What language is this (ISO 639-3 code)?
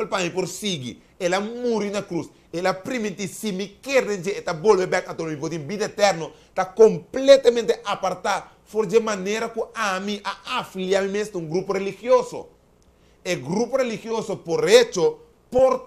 pap